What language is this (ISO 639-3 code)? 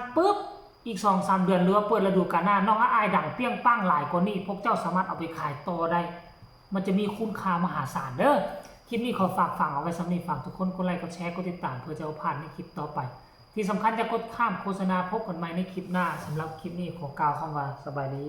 tts